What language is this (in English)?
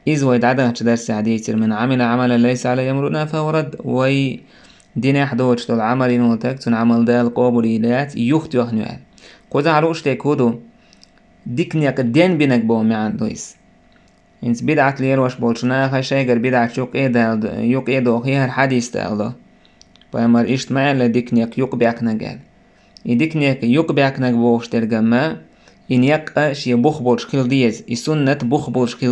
Chechen